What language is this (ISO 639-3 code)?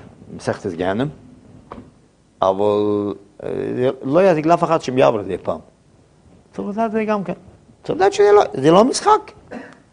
heb